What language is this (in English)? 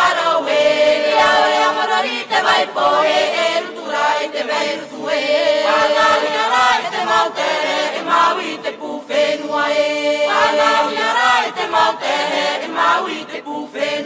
Tahitian